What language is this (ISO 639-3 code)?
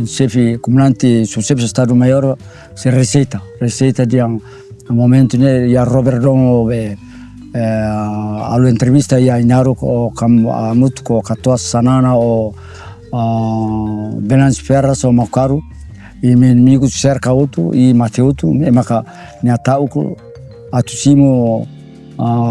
tet